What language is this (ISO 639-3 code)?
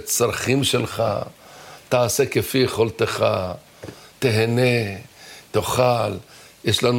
heb